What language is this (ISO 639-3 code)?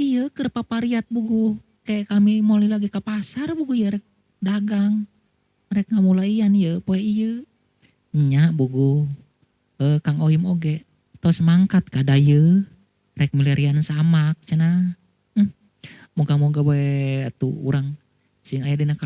sun